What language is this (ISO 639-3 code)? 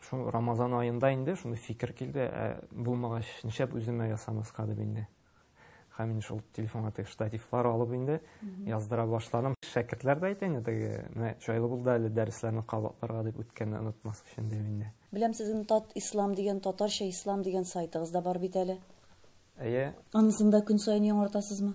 tat